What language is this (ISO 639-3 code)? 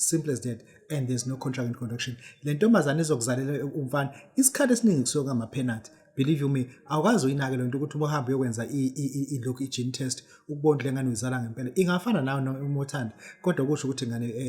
zul